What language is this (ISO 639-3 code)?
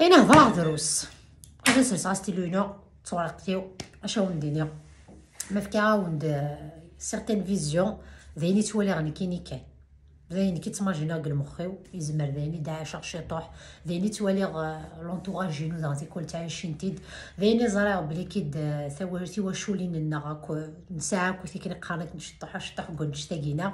kab